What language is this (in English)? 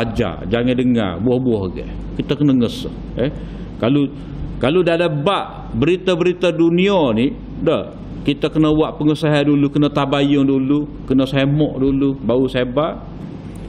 Malay